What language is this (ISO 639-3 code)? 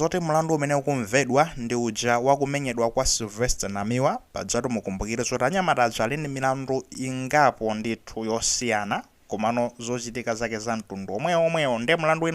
nya